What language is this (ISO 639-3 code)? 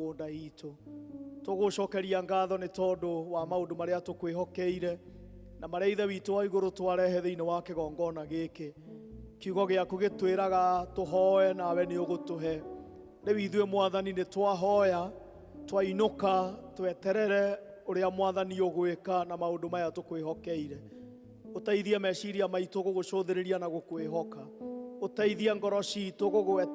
kik